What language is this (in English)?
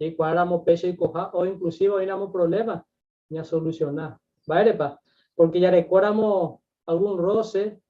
Guarani